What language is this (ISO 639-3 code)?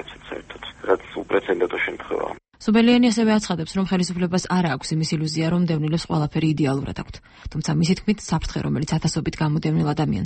kat